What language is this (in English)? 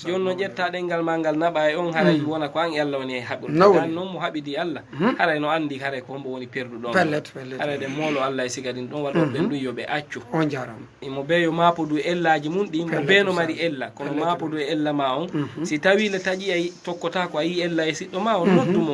Fula